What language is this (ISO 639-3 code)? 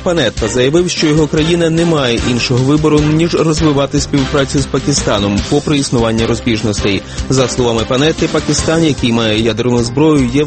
ukr